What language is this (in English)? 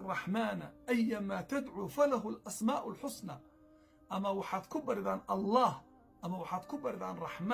Somali